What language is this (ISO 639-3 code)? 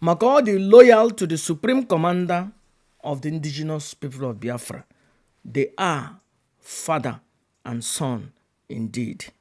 ibo